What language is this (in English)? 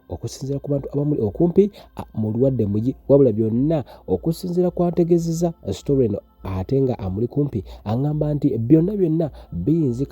Ganda